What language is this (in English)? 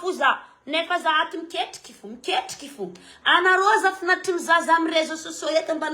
Malagasy